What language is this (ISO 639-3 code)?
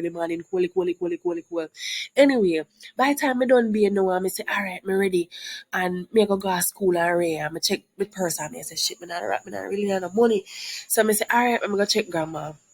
jam